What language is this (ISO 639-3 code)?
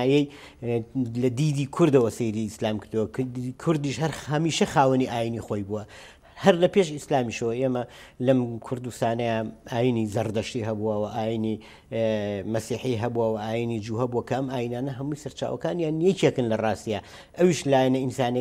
ckb